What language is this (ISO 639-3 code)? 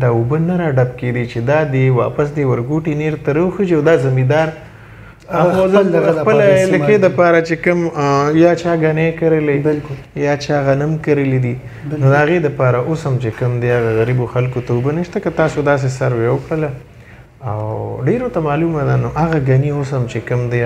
pus